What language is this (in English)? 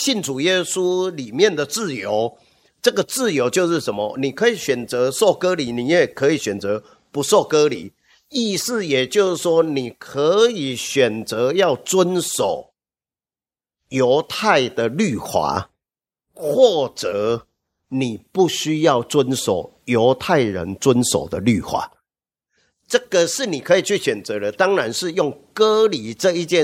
Chinese